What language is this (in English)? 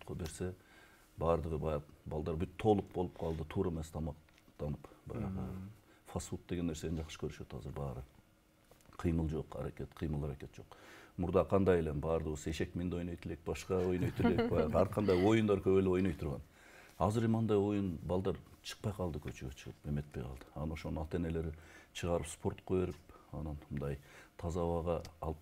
Kyrgyz